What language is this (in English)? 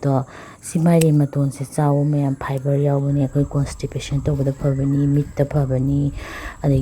Manipuri